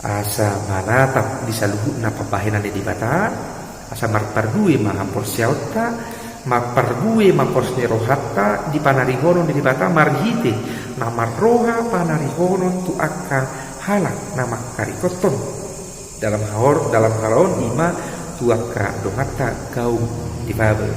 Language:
Batak Toba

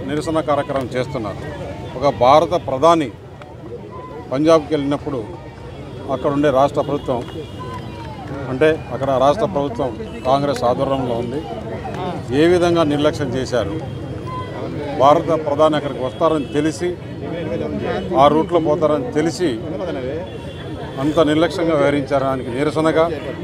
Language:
Telugu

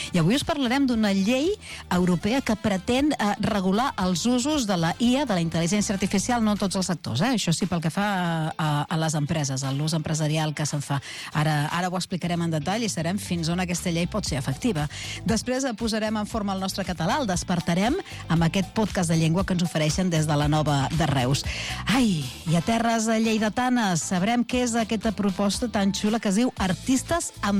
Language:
Catalan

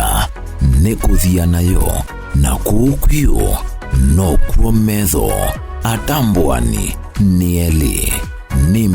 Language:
Kamba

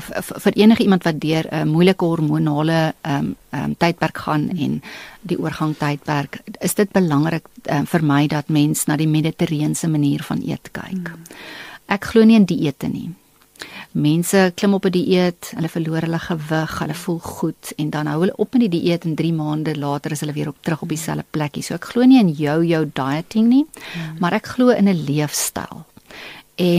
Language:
Afrikaans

